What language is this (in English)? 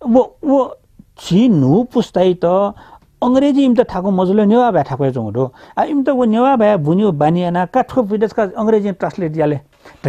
Newari